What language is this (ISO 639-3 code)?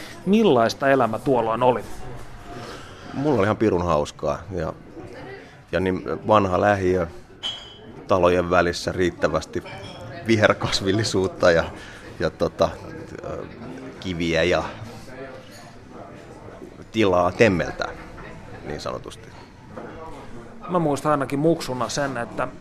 fin